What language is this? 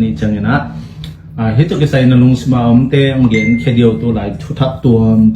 Tedim Chin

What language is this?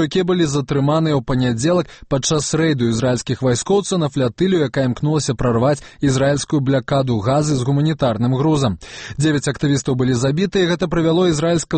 Belarusian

